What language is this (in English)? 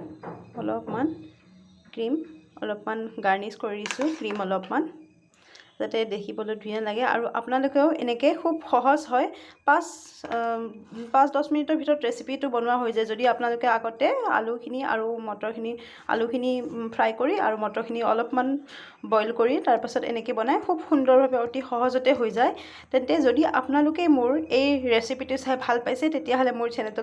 Assamese